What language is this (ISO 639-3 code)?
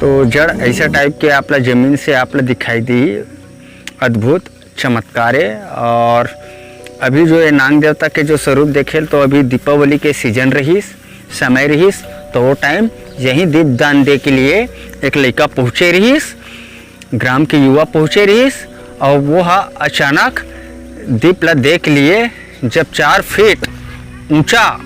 hne